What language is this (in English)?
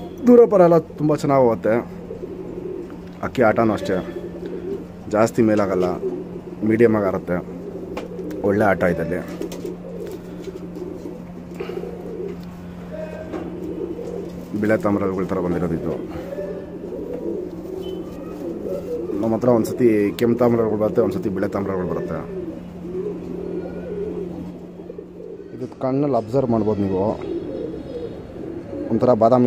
Kannada